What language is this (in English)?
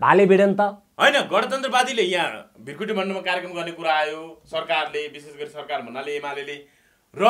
Nepali